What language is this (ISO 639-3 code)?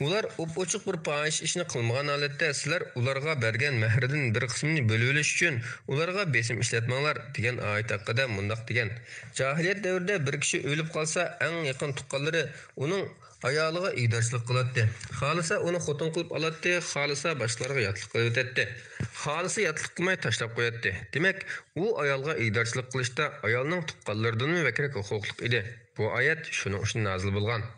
uig